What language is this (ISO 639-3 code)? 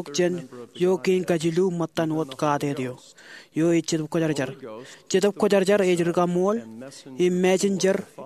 mah